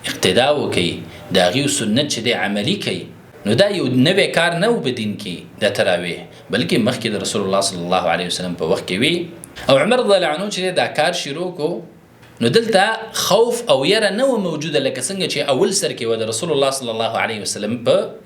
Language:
Pashto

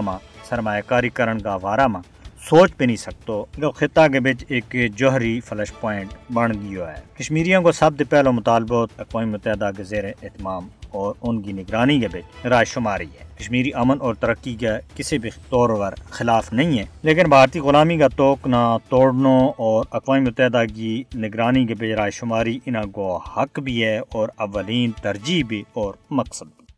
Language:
Gujari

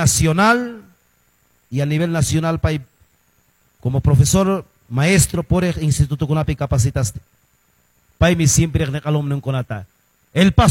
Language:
Quechua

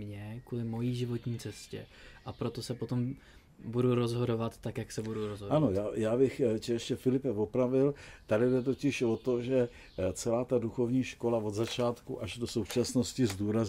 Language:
Czech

